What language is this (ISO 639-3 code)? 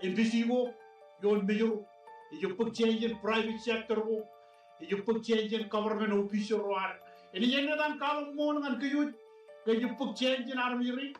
mah